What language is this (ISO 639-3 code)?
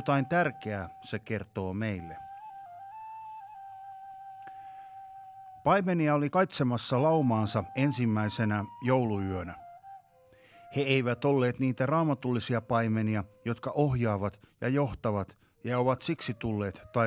fin